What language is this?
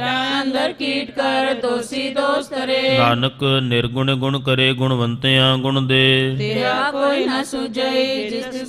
Punjabi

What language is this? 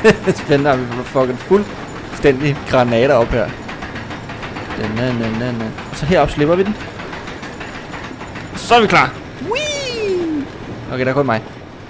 Danish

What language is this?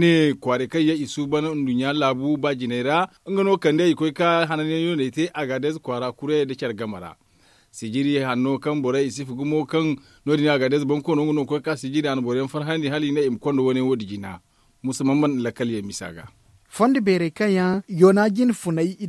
Zarma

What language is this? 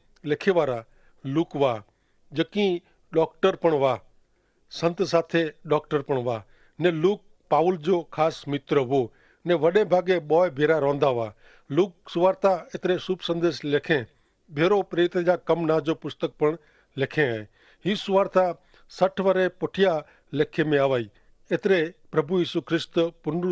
Kachhi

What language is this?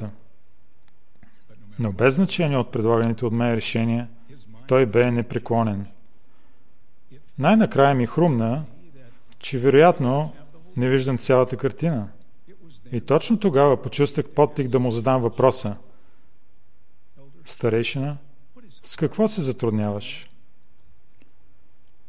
Bulgarian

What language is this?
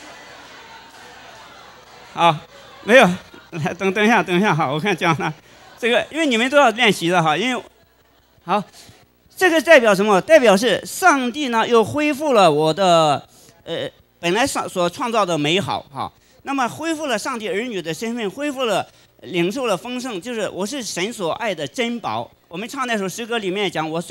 Chinese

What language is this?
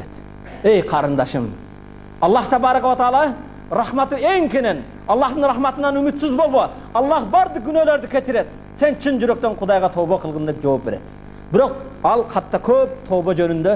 Kyrgyz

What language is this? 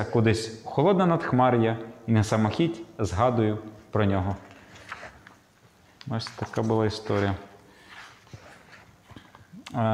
Ukrainian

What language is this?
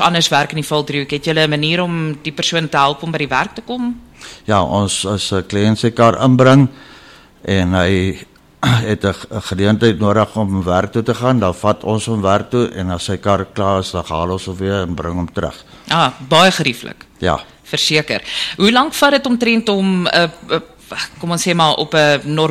Afrikaans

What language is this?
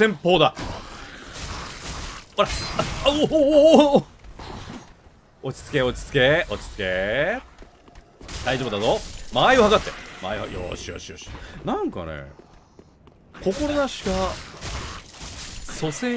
Japanese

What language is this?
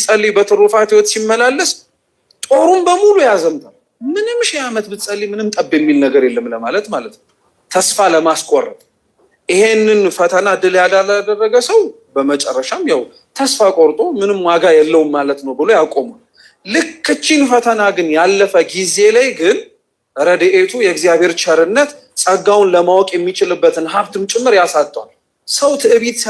Amharic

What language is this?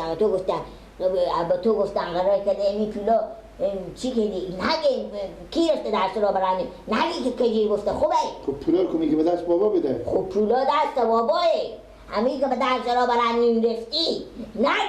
Persian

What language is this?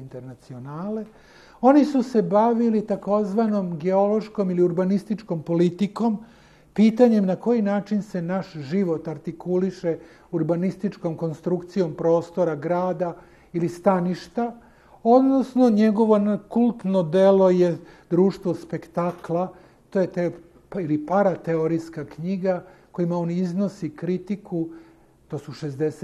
Serbian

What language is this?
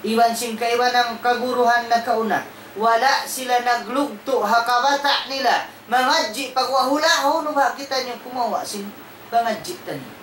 Tausug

